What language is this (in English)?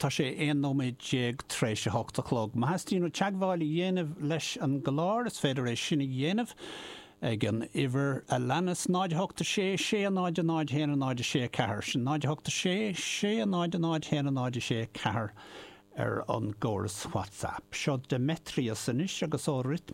Irish